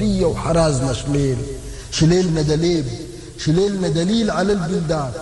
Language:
Sudanese Arabic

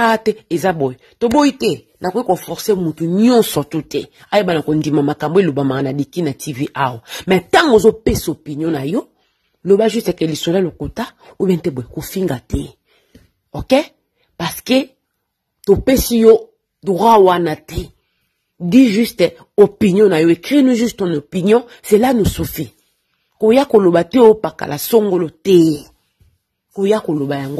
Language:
Lingala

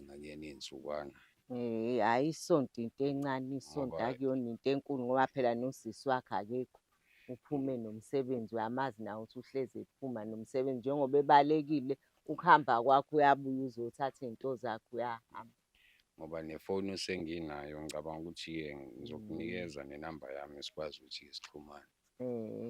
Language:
Zulu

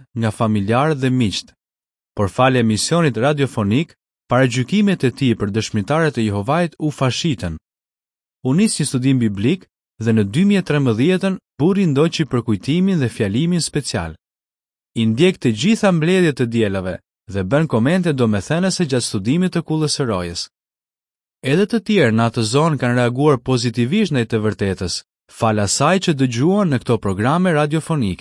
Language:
Albanian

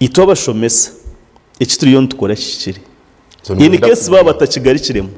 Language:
Nyankole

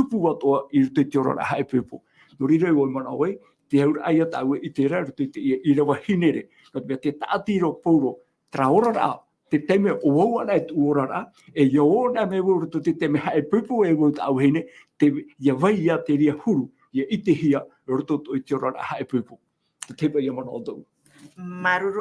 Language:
Tahitian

